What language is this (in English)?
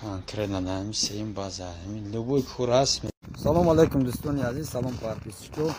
Tajik